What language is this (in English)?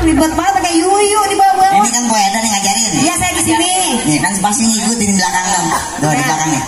Betawi